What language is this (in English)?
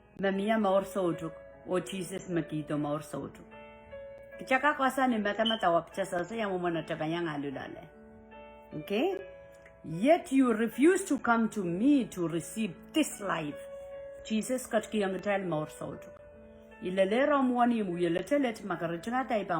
Pohnpeian